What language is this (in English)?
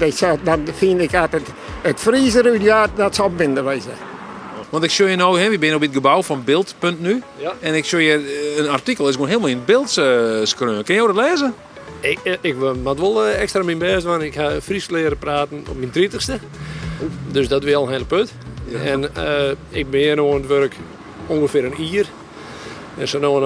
Western Frisian